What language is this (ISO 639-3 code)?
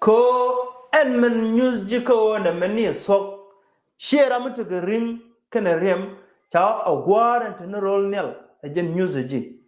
nus